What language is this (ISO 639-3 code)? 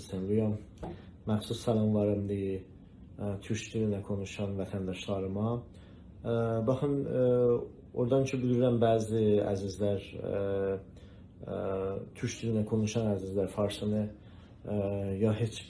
azb